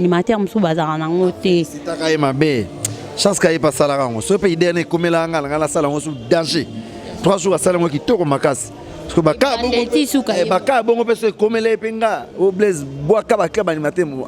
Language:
Lingala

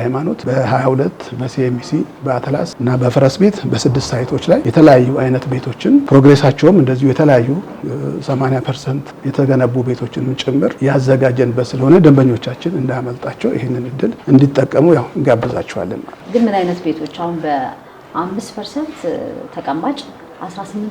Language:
Amharic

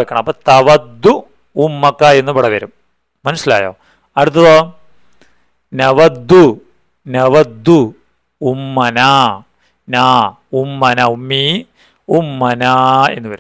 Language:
Malayalam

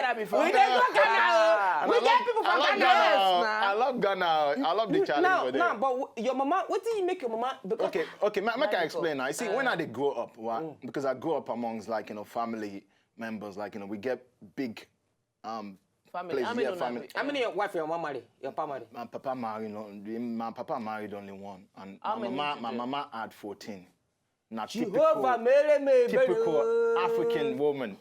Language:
Nigerian Pidgin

